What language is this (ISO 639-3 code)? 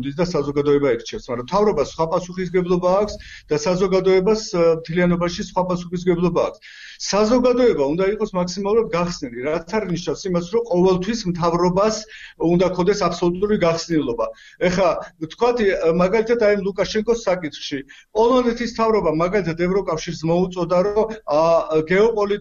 kat